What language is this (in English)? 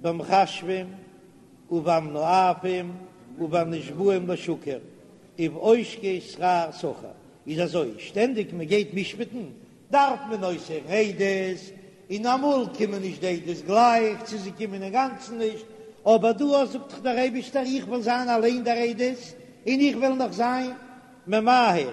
Yiddish